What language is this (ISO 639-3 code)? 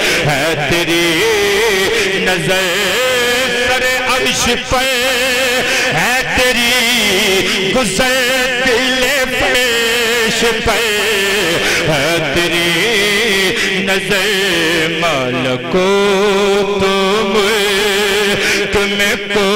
urd